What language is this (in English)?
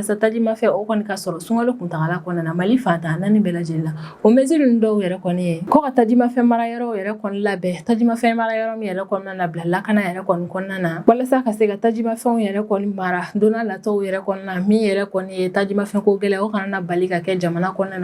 Bambara